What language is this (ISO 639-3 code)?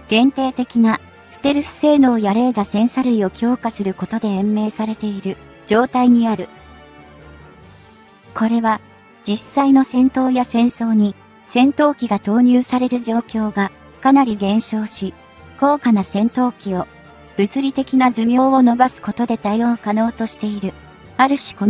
jpn